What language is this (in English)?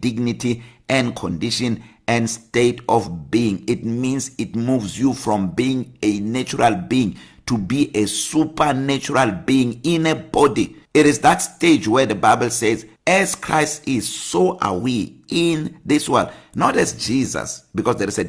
English